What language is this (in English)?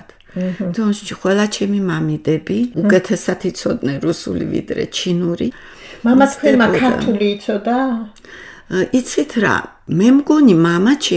Georgian